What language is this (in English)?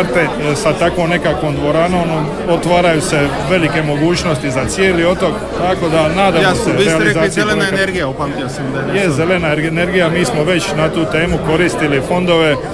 Croatian